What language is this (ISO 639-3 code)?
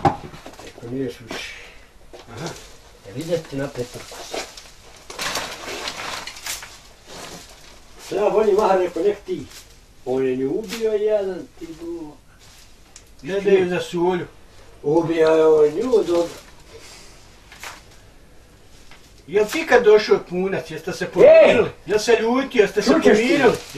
bos